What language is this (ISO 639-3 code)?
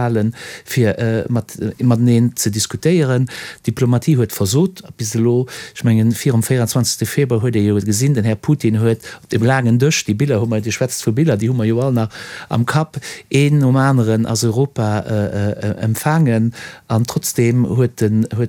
ltz